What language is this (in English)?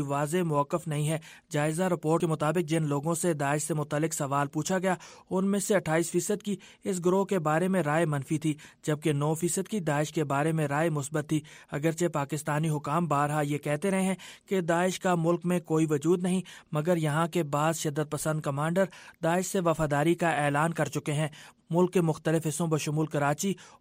Urdu